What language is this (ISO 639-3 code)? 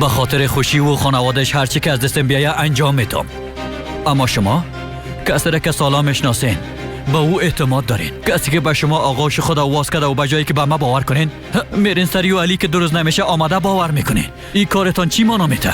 fas